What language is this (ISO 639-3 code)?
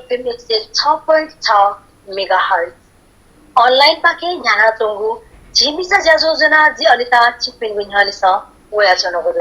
new